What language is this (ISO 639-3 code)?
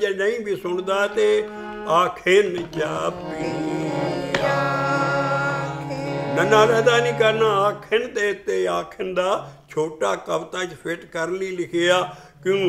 pan